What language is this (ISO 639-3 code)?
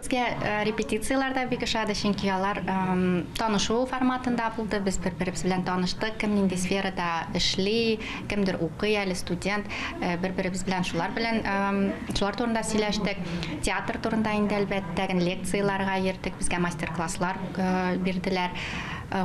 tat